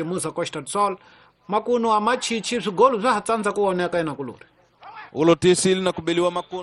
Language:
Tsonga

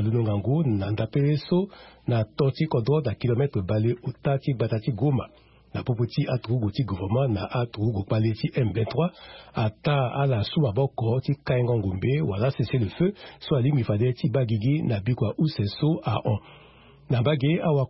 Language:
Sango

